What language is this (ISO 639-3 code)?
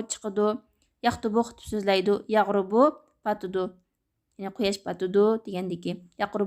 uig